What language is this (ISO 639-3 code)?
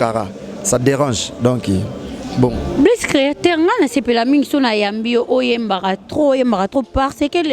lin